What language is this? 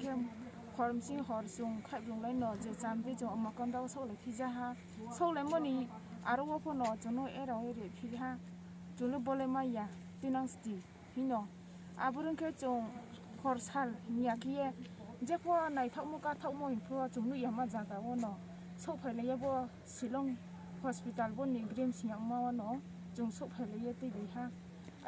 Riang (India)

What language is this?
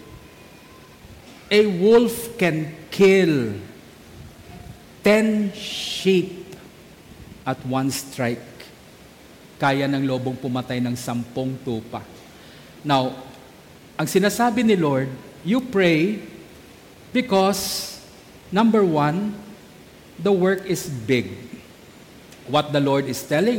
Filipino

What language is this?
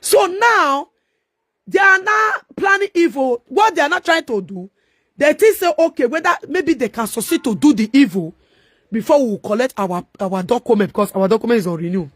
Nigerian Pidgin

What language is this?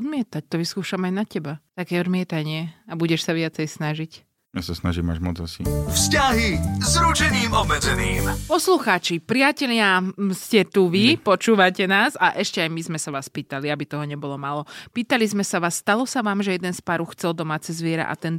Slovak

